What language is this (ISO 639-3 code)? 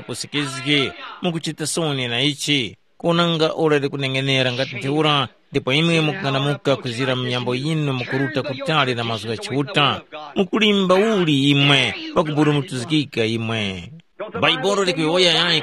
tum